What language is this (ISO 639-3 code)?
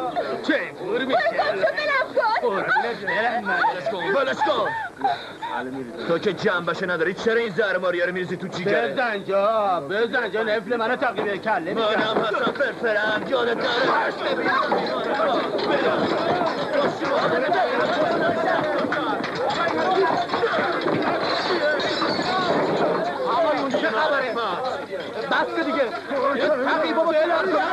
fas